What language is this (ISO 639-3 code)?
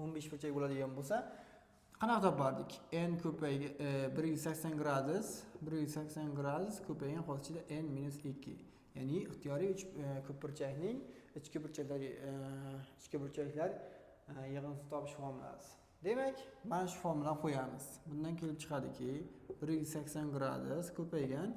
uzb